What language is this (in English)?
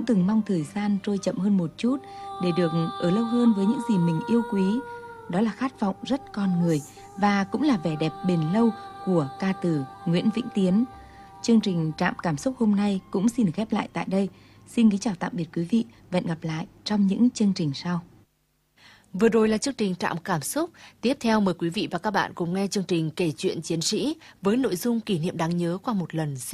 Vietnamese